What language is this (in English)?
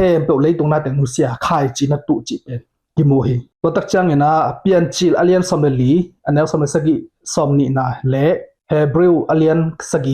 Tedim Chin